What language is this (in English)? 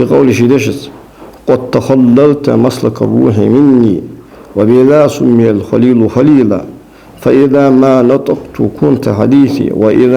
Ingush